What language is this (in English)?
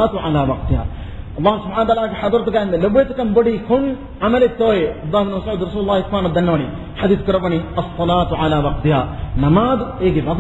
Divehi